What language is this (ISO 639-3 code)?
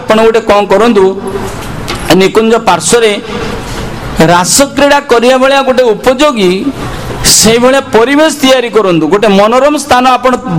ori